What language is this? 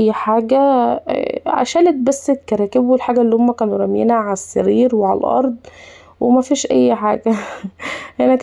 Egyptian Arabic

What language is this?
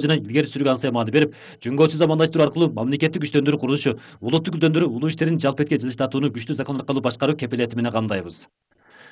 Kyrgyz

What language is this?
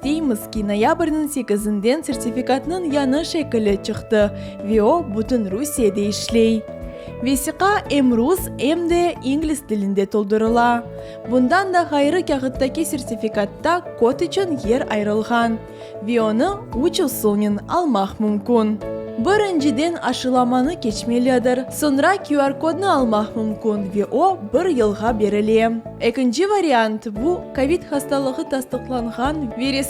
Crimean Tatar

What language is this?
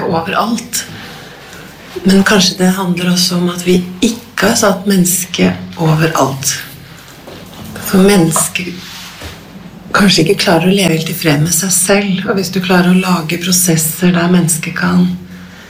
Norwegian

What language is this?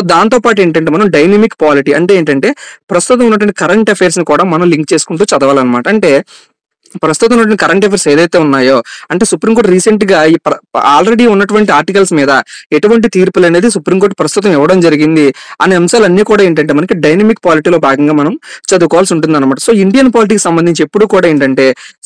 Telugu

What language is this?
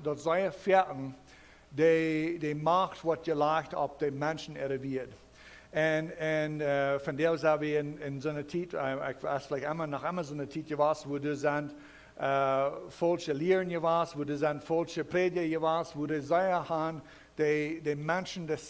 Plautdietsch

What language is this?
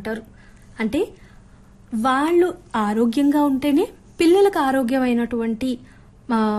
Telugu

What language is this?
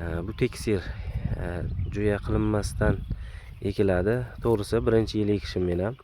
Uzbek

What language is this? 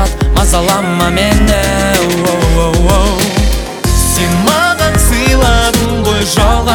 Kazakh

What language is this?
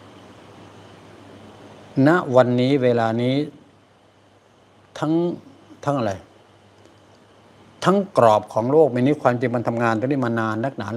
Thai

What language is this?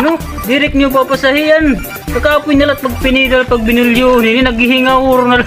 Waray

